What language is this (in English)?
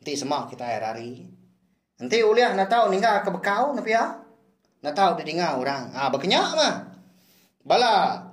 Iban